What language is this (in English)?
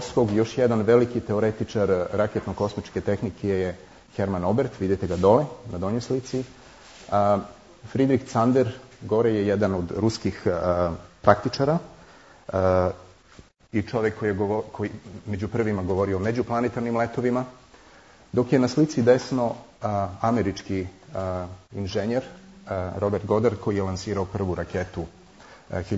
Serbian